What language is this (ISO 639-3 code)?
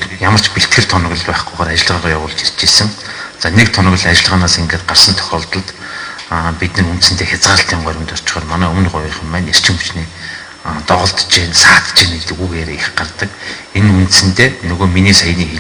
mon